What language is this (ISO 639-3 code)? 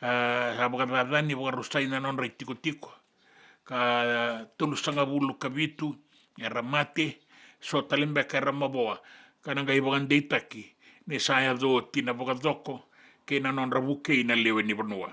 fij